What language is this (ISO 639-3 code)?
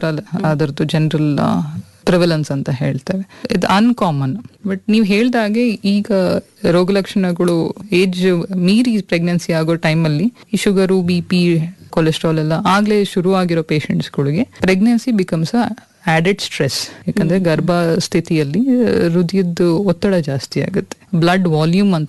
kan